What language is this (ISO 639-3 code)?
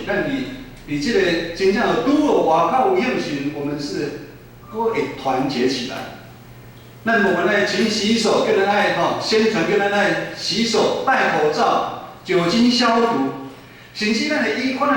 nan